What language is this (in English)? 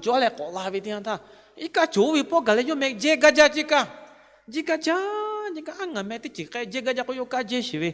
Lahu